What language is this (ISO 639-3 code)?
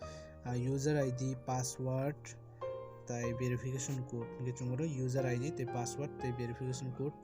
trp